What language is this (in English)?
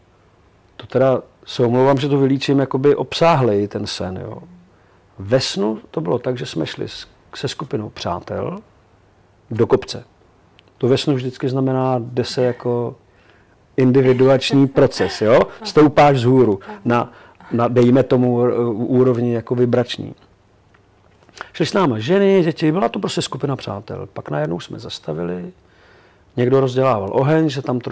Czech